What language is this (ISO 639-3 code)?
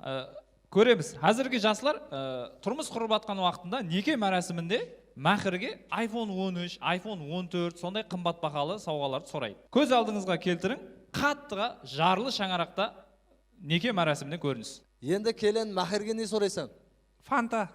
kaa